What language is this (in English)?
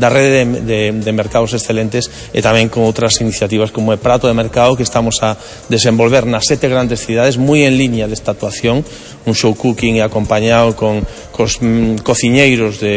Galician